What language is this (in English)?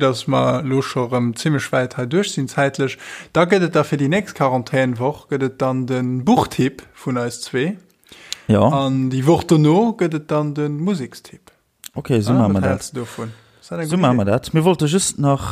Luxembourgish